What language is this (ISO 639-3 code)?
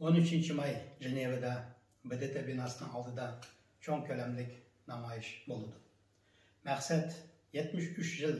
uig